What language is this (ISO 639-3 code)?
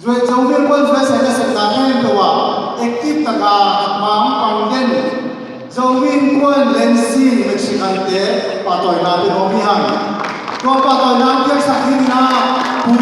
ctd